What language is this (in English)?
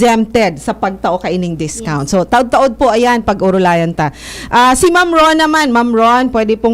Bikol